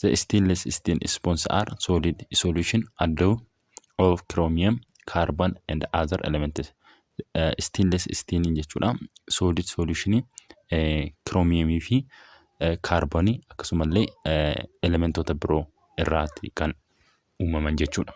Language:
Oromo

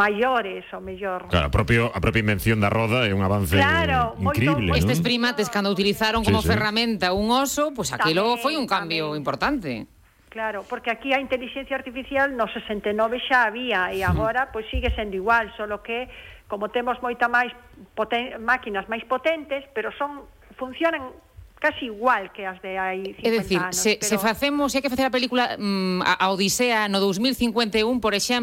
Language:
Galician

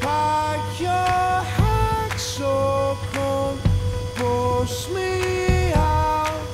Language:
Western Frisian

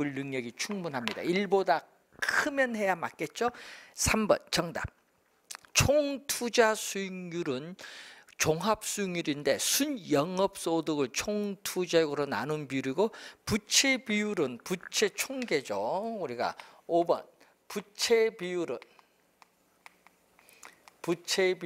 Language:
Korean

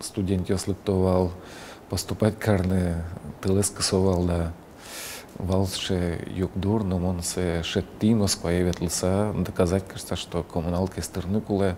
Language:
Udmurt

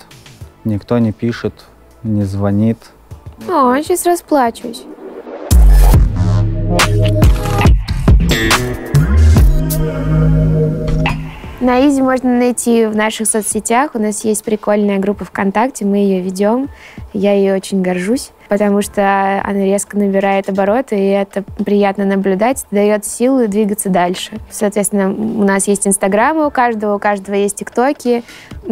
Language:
Russian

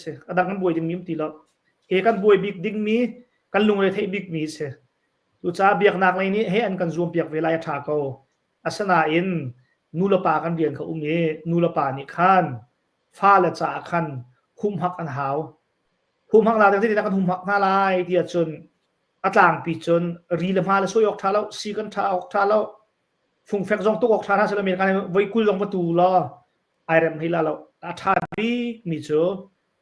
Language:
Hakha Chin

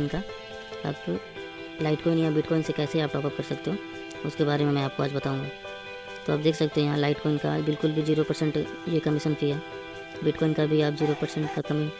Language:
Hindi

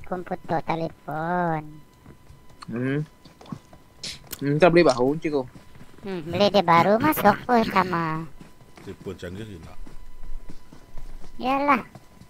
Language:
Malay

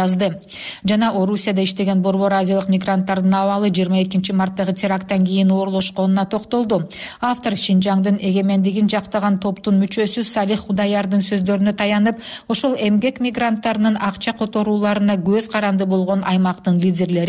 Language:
Kyrgyz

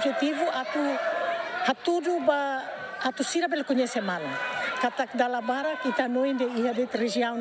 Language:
Tetum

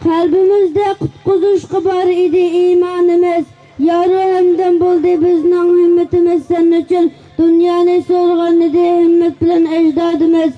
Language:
Uyghur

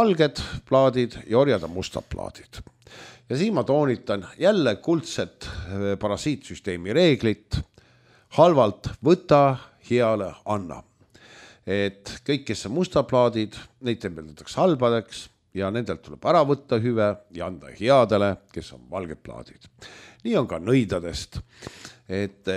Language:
Estonian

